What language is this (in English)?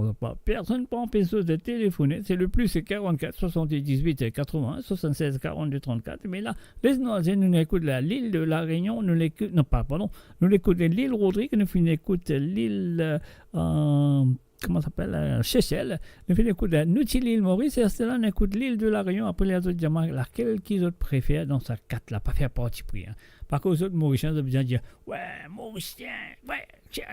Morisyen